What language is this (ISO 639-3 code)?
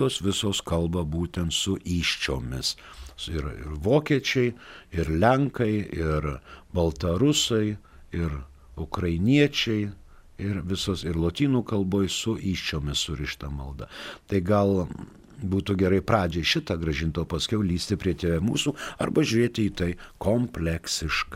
lit